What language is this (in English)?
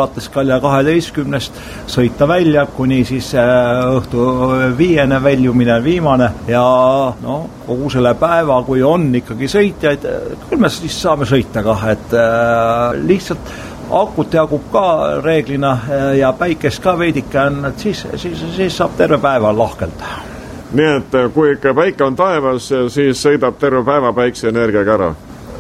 Estonian